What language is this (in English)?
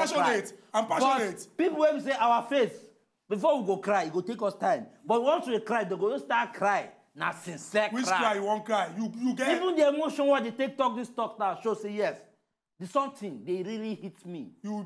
Nigerian Pidgin